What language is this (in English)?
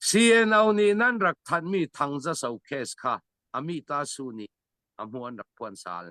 Hakha Chin